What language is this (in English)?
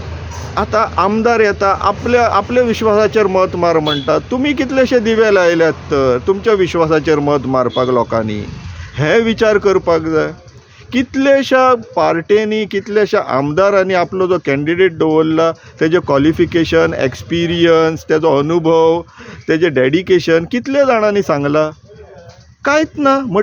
Konkani